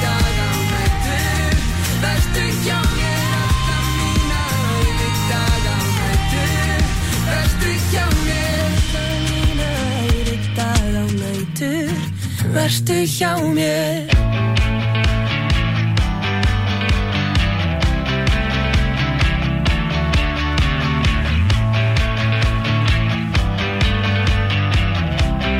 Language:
Icelandic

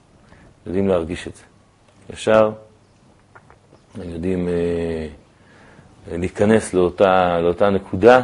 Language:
Hebrew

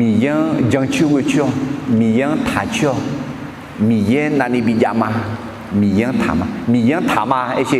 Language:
Akha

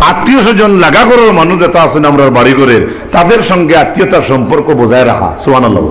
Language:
Sylheti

